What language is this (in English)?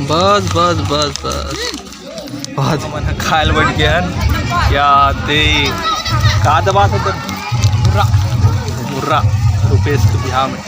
Chhattisgarhi